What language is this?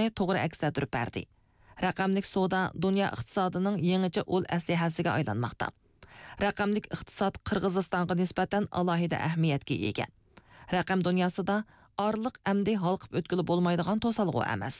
Uyghur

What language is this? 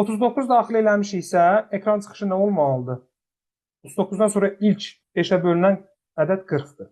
Azerbaijani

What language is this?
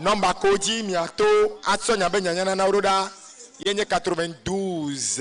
Ewe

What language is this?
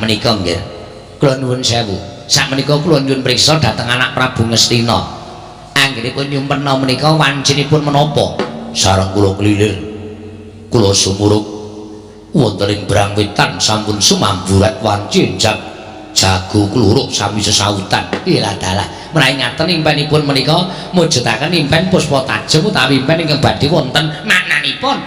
Javanese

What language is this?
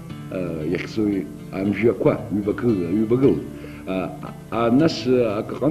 Abkhazian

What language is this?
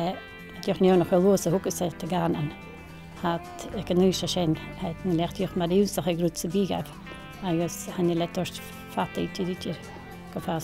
Scottish Gaelic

